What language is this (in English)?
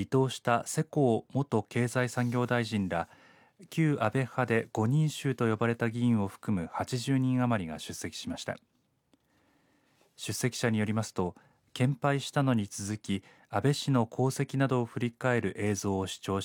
Japanese